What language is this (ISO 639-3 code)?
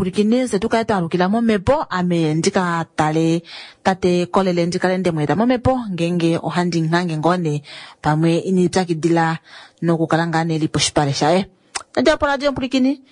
kua